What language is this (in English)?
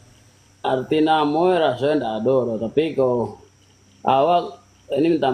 Minangkabau